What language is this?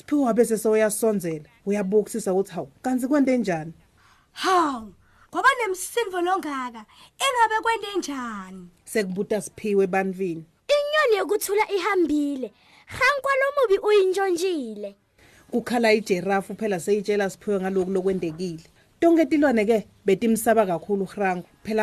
Swati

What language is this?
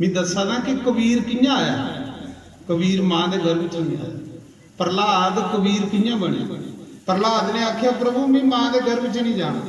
Dogri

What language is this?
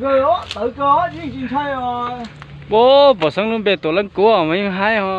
Hmong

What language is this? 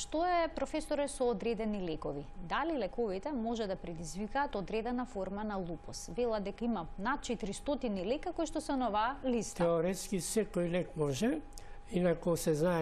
Macedonian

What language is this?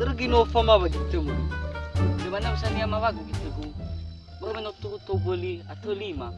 Nias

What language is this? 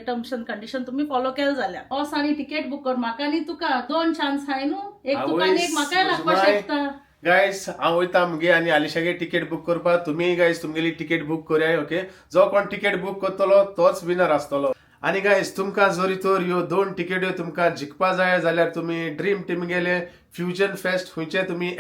Konkani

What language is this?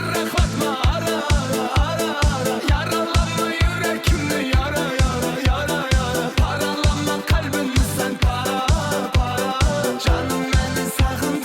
Kara-Kalpak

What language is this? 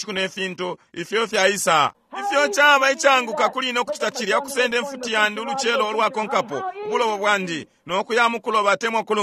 Bemba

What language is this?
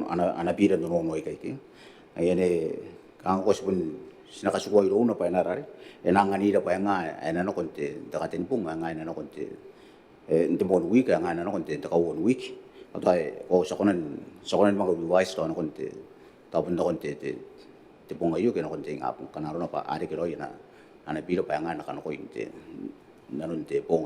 Gilbertese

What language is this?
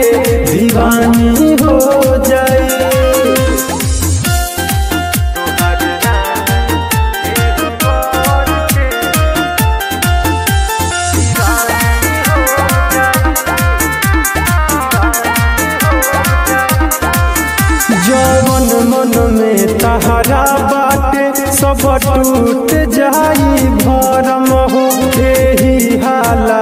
Bhojpuri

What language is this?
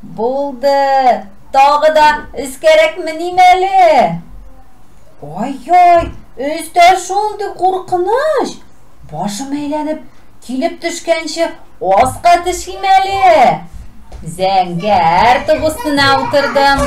Tatar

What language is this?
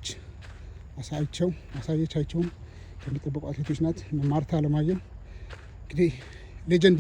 Amharic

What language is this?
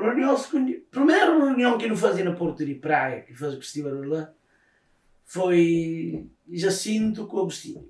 Kabuverdianu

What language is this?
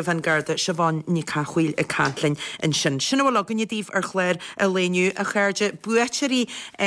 Irish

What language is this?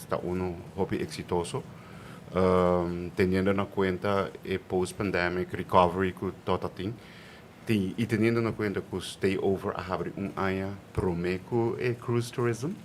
Papiamento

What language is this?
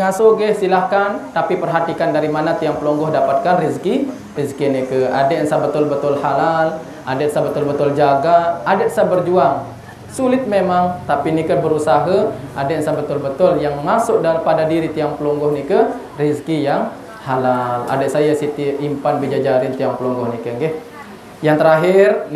Sasak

